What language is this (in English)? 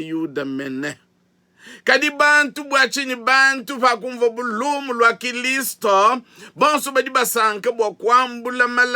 Luba-Lulua